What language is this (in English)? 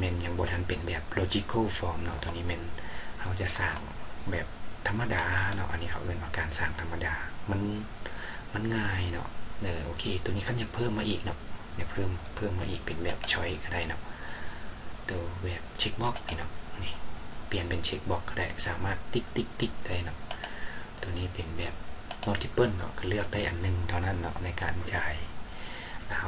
Lao